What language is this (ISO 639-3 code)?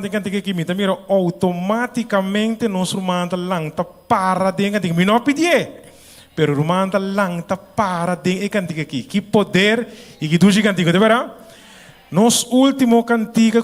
pap